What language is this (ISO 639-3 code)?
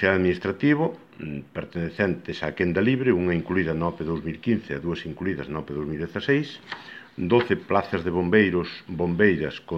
glg